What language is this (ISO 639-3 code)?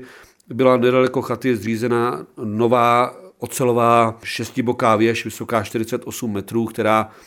ces